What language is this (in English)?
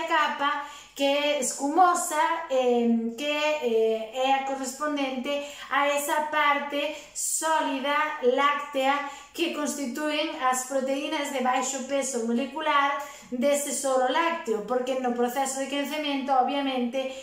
Galician